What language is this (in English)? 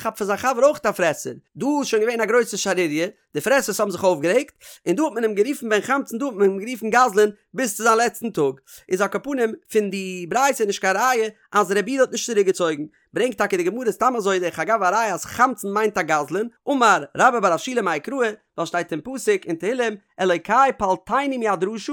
Yiddish